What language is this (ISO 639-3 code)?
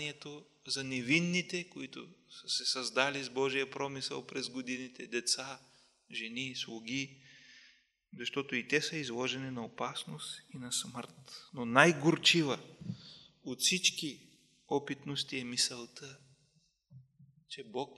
bul